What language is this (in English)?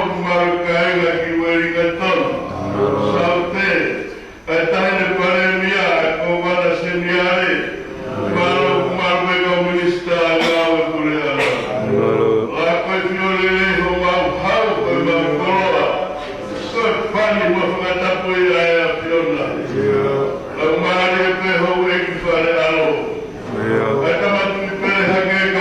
Tongan